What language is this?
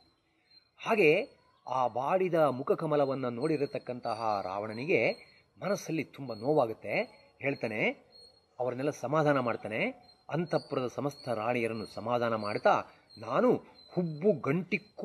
Kannada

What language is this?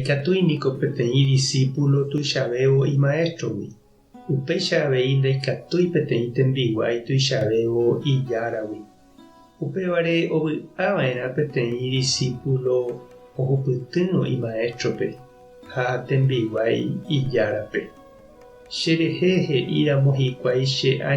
Guarani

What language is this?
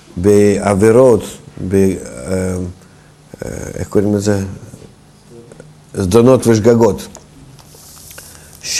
Hebrew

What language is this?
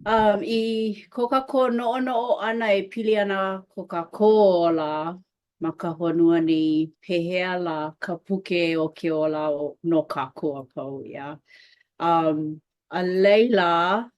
Hawaiian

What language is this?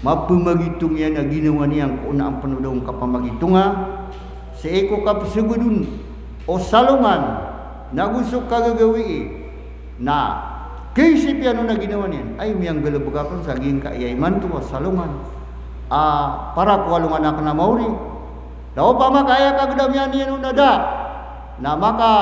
Maranao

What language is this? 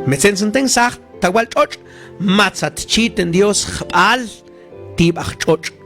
Mam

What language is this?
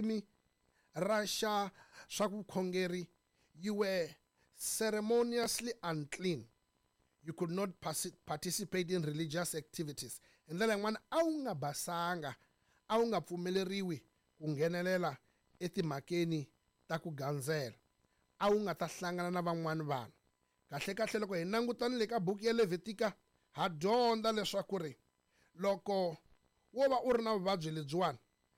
Tsonga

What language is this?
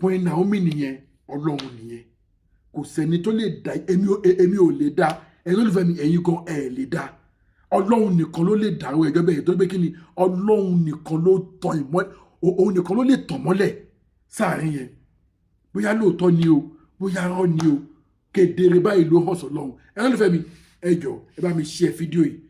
Yoruba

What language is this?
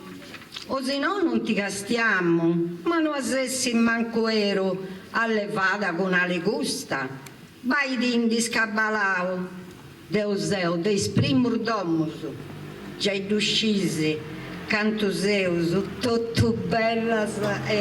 Sardinian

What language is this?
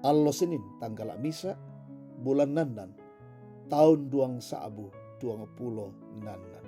Toraja-Sa'dan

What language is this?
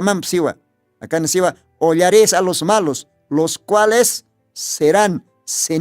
Aymara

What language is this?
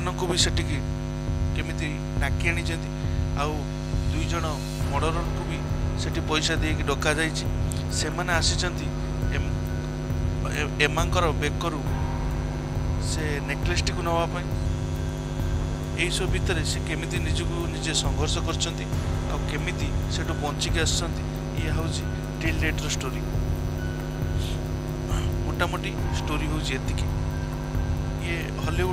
Odia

